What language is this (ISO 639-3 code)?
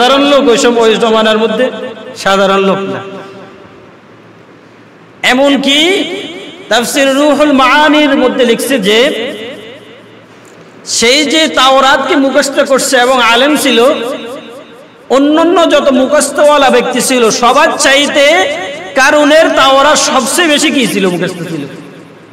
ben